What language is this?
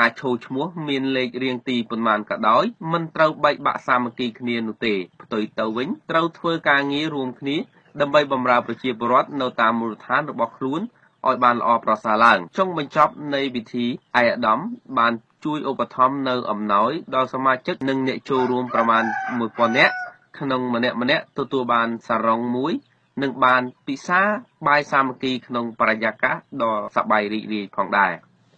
Khmer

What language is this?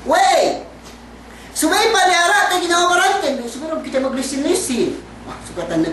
Yakan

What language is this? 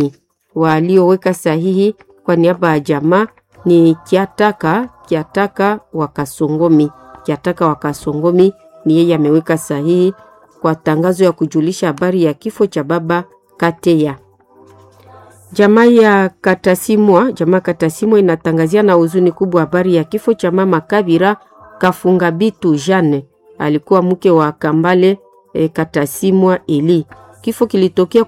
Swahili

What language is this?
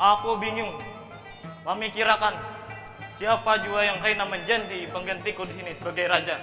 Banjar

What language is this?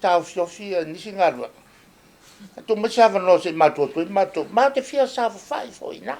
Samoan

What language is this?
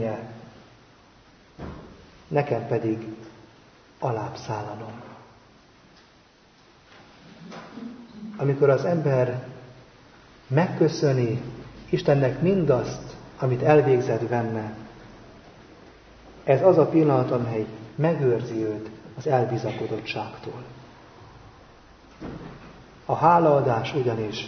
Hungarian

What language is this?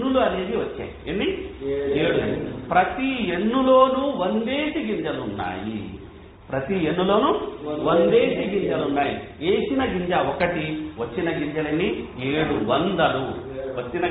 Telugu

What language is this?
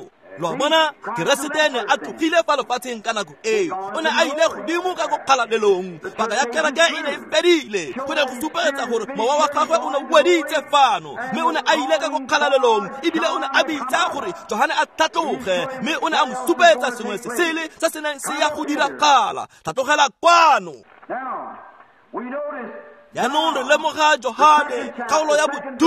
Tswana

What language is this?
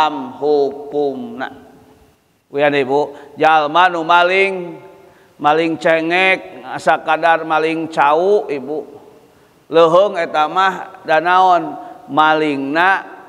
Sundanese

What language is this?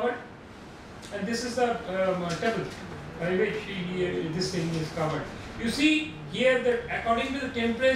English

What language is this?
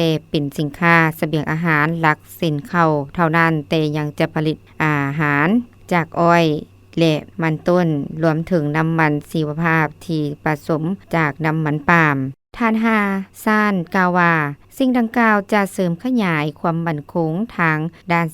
Lao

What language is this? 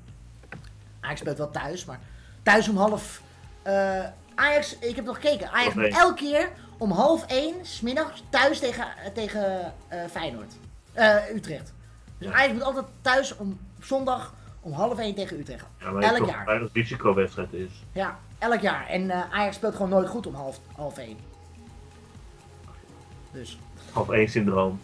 Dutch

